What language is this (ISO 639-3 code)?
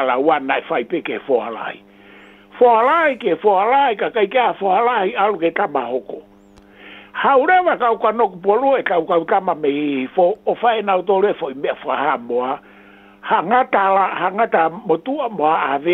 ton